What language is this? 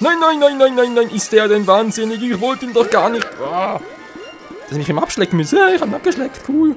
Swiss German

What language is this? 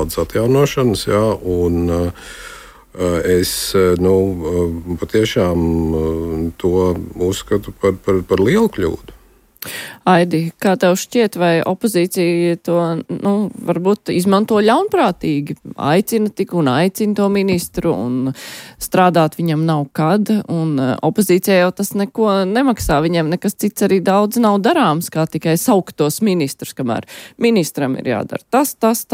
Latvian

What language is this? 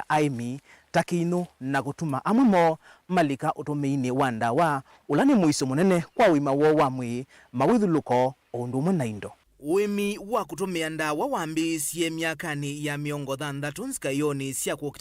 Kamba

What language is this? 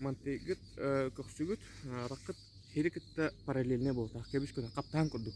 Yakut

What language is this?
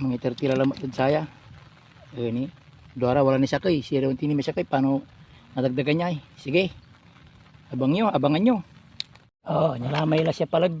Pangasinan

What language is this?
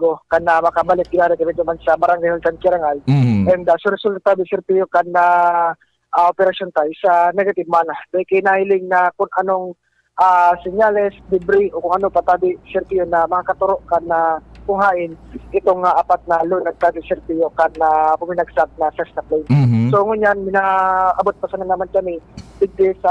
Bikol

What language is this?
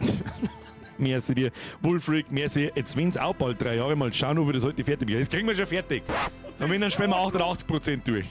Bavarian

